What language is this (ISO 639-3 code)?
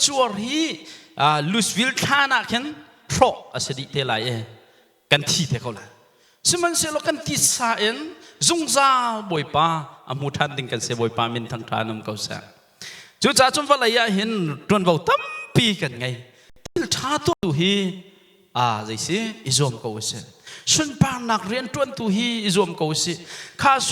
cnh